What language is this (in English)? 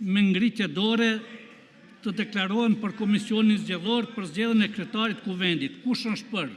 Albanian